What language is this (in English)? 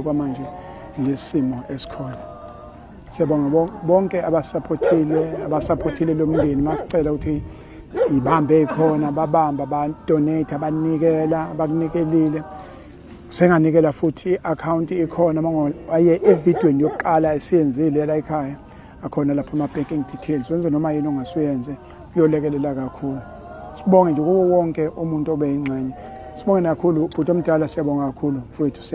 Zulu